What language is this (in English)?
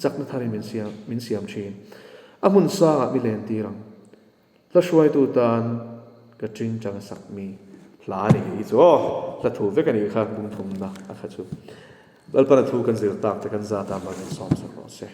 Mizo